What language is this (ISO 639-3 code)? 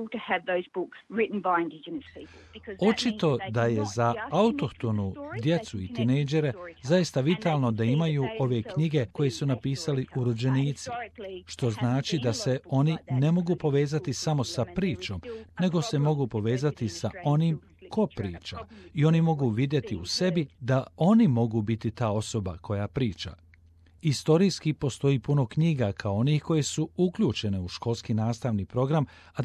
hrv